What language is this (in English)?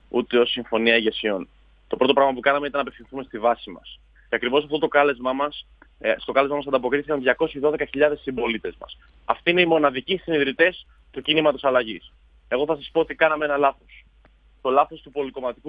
Greek